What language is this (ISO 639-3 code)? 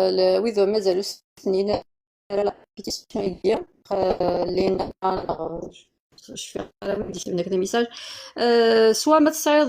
kab